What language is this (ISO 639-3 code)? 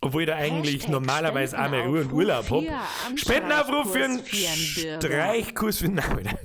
bar